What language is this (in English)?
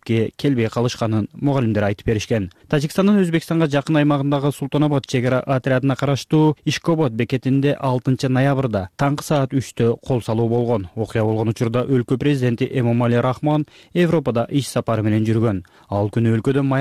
Kyrgyz